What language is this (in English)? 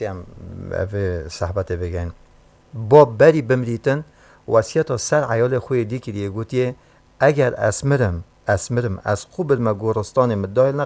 Kurdish